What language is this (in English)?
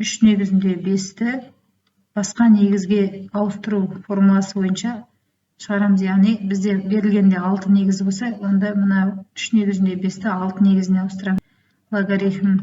Kazakh